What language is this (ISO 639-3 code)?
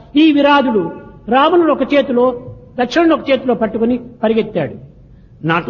tel